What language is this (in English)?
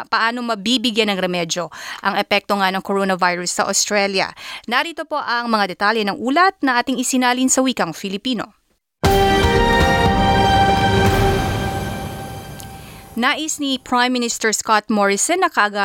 Filipino